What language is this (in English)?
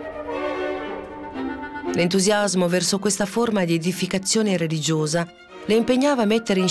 Italian